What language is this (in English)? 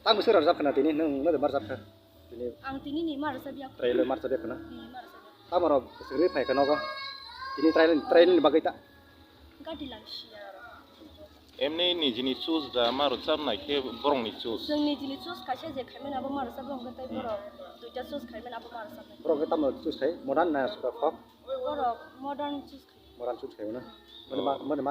Kok Borok